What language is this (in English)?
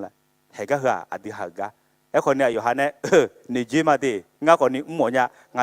Akha